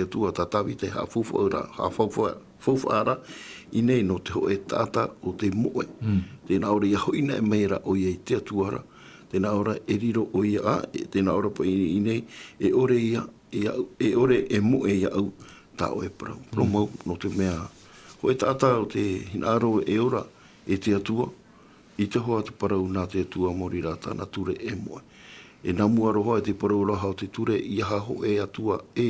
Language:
Tahitian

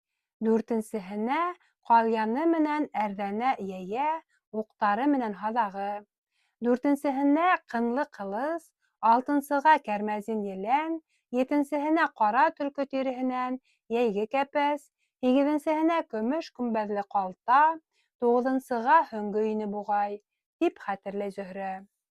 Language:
Bashkir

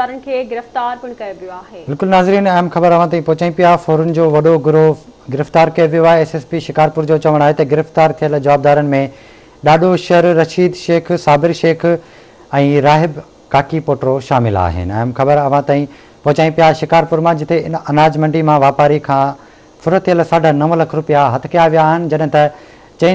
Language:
Sindhi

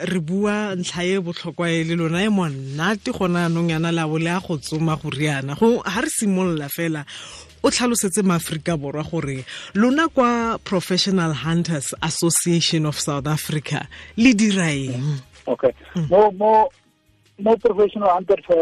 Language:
Tswana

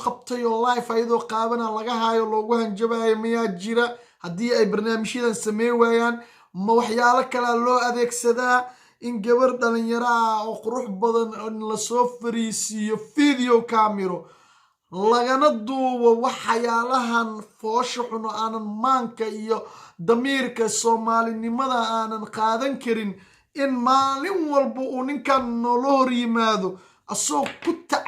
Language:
Somali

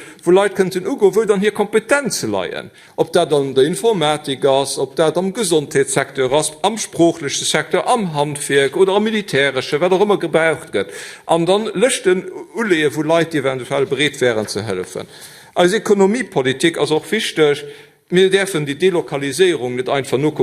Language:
Luxembourgish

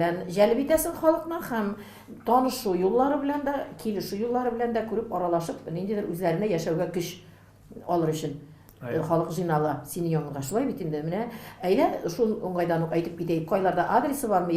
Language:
Tatar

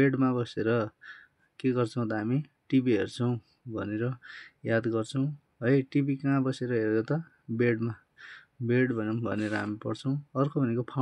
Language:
Nepali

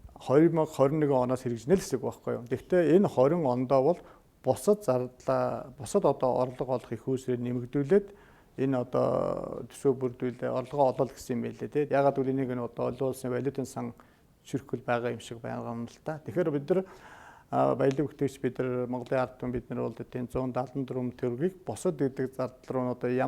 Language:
Mongolian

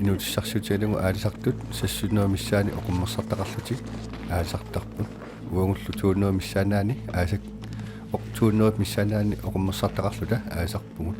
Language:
Kalaallisut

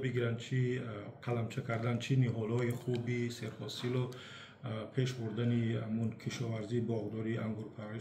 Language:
Tajik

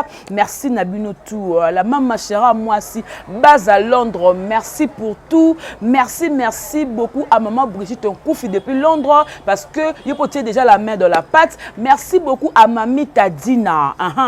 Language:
Lingala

